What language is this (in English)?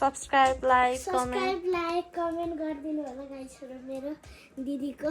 Nepali